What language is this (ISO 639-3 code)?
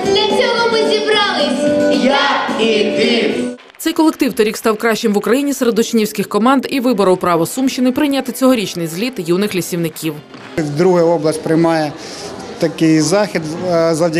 ukr